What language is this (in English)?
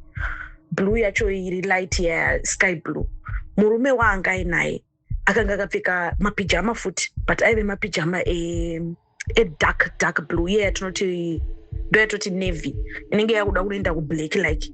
Shona